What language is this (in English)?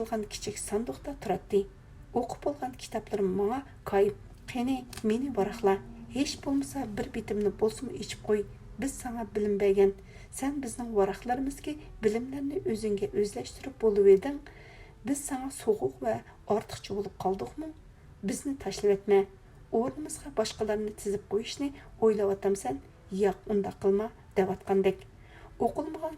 Uyghur